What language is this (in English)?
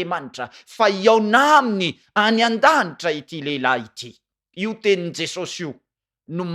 Malagasy